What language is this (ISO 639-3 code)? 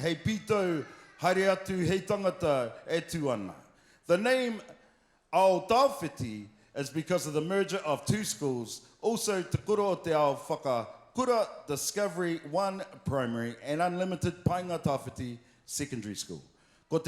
mri